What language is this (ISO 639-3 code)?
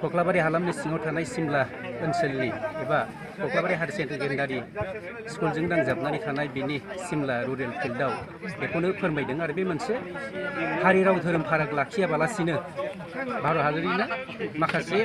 brx